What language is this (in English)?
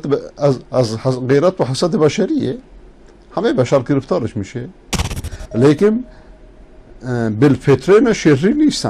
Persian